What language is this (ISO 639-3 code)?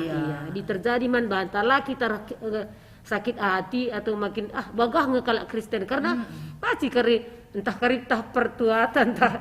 btx